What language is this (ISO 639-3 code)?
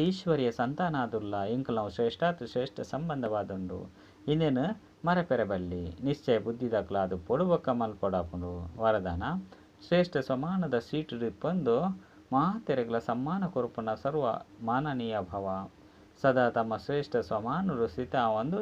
tcy